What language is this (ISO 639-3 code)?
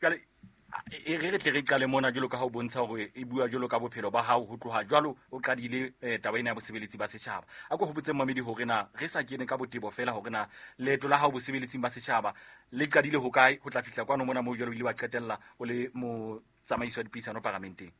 sot